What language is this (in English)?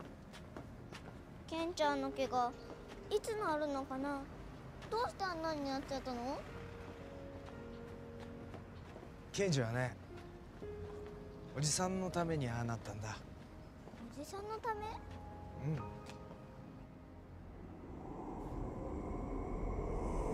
Japanese